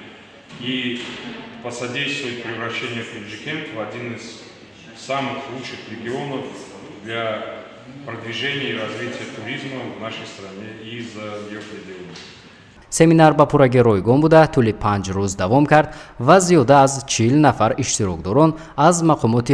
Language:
Tajik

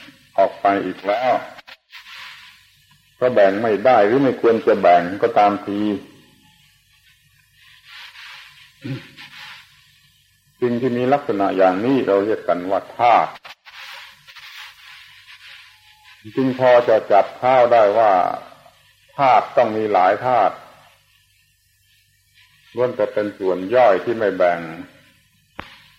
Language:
Thai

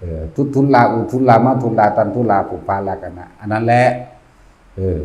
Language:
Northeastern Thai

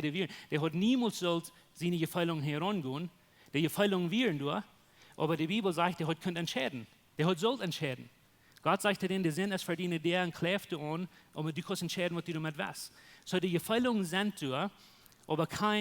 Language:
Plautdietsch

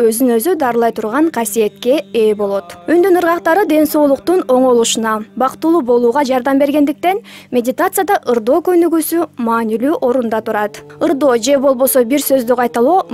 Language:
Kyrgyz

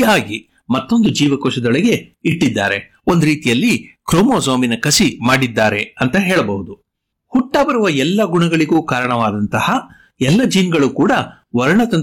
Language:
Kannada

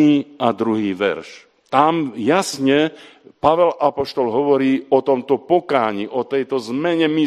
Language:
Slovak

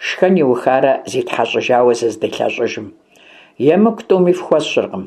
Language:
Kabardian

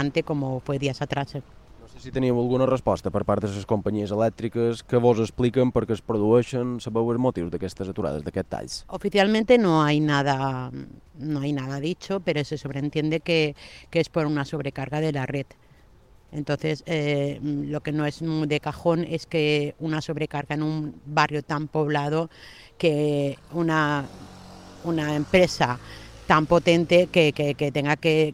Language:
Catalan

